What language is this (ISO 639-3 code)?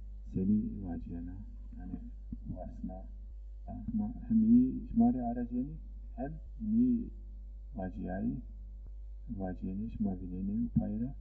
zza